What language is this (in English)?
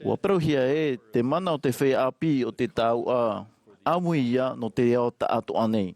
Tahitian